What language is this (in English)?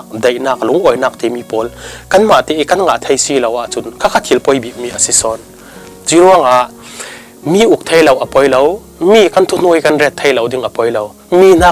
Falam Chin